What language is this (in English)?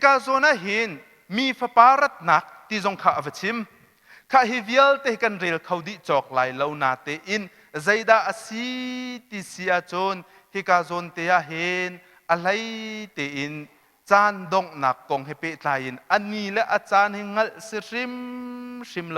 Hakha Chin